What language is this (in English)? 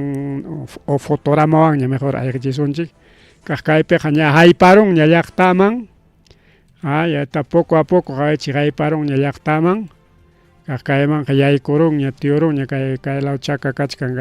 Ayacucho Quechua